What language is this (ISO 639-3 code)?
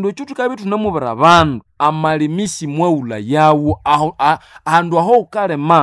nnb